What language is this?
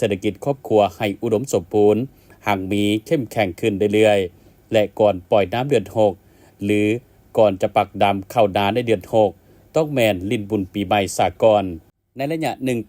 Lao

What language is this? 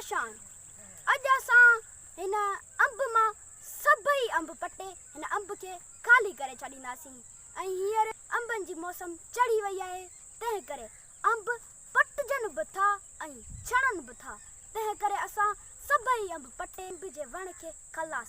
Sindhi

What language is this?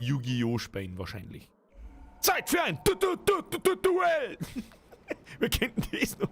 Bavarian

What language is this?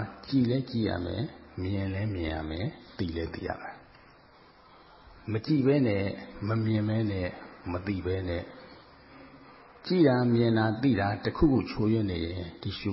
Burmese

